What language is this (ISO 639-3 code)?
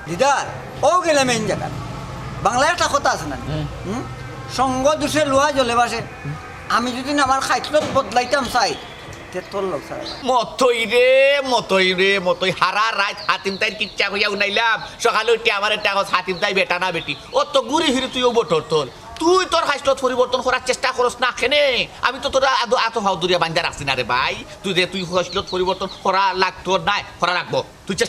syl